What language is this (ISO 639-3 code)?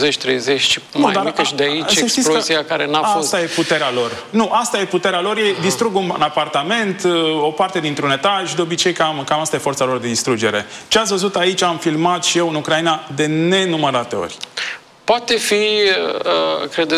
ron